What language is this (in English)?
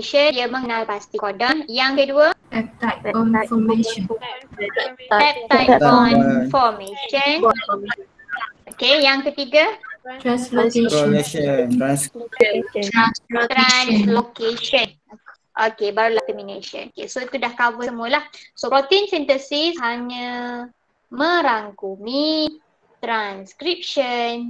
Malay